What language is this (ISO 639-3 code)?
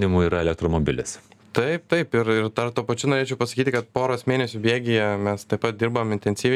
lit